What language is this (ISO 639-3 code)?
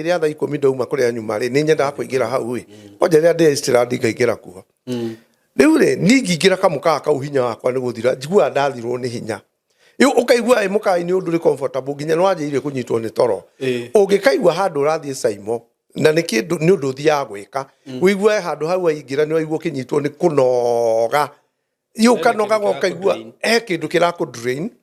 kik